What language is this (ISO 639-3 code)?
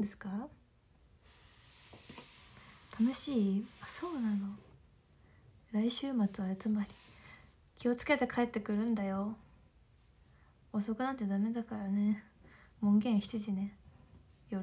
jpn